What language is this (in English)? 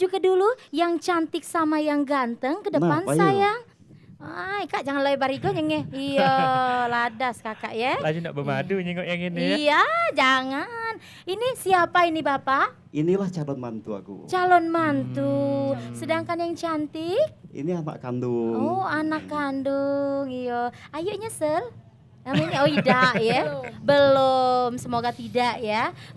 Musi